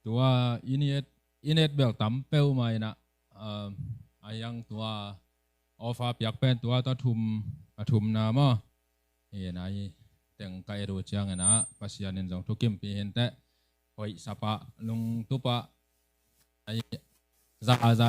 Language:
Tedim Chin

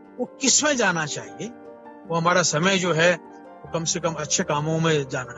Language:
Hindi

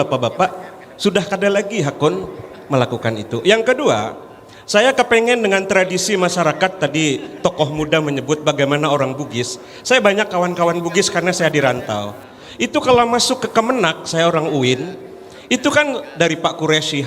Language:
Banjar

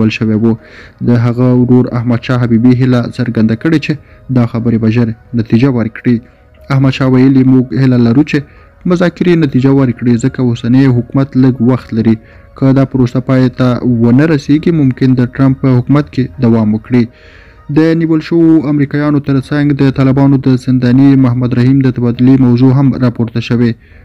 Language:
Pashto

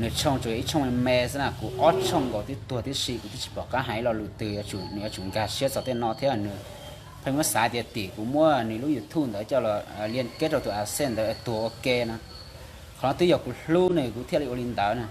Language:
Hmong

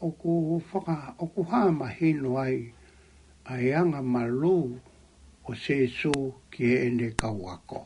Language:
Tongan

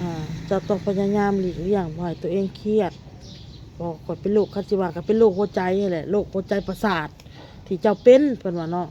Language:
Lao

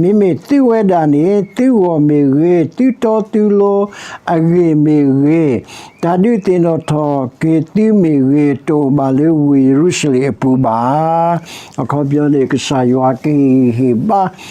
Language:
S'gaw Karen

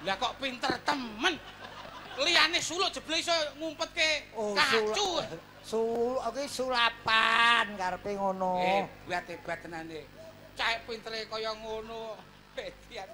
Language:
Javanese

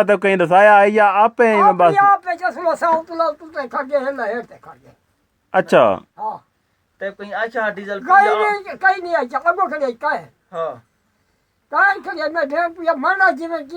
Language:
Saraiki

